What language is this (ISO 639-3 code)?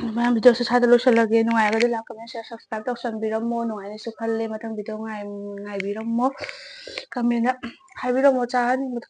mni